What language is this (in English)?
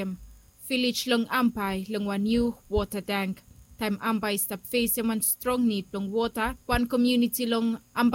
Bislama